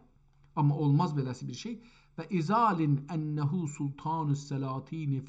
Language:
South Azerbaijani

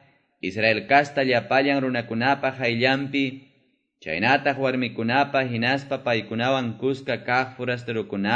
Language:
Quechua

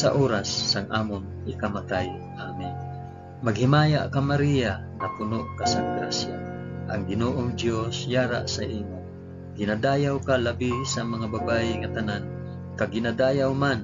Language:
Hiligaynon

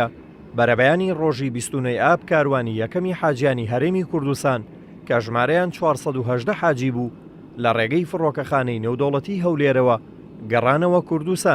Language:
Central Kurdish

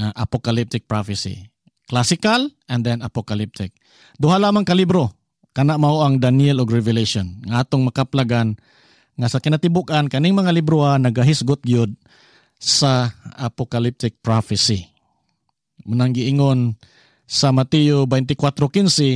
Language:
Cebuano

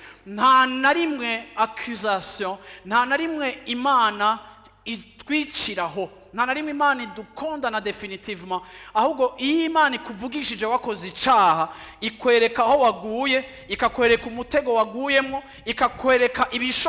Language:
Rundi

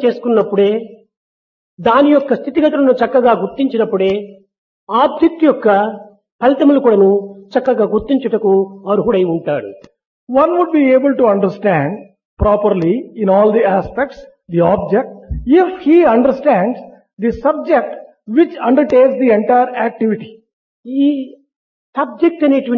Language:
Telugu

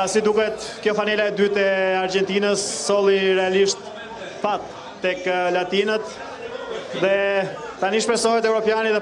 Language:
Albanian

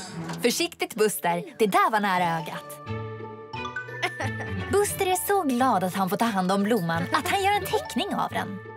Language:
Swedish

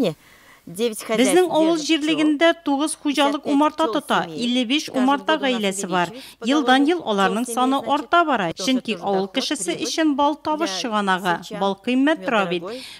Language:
Tatar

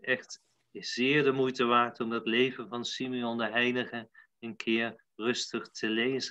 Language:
Dutch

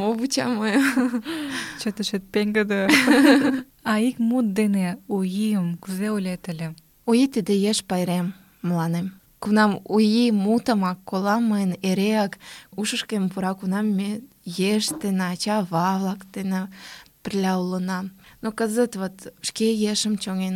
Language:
Mari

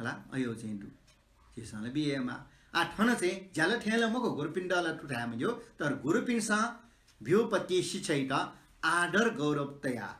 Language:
Newari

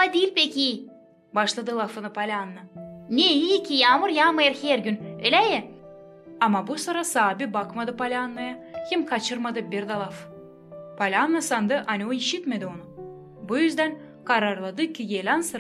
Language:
Gagauz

